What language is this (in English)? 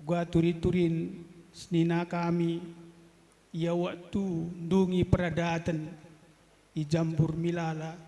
Batak Karo